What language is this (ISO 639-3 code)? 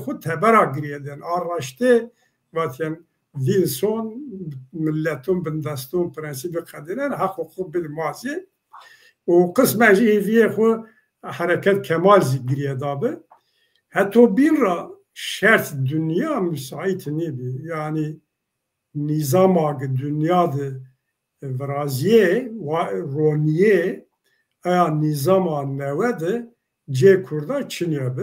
zza